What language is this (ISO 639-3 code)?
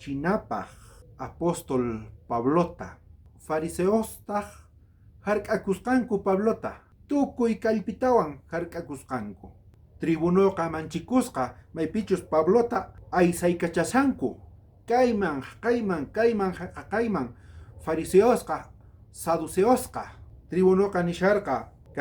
quh